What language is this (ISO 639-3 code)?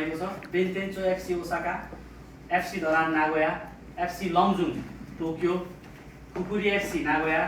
nep